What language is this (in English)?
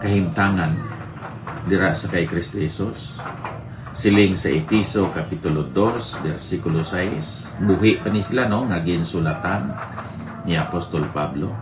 Hiligaynon